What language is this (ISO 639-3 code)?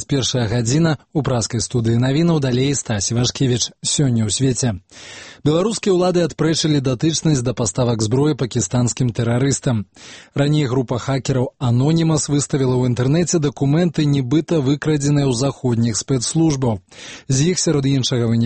bel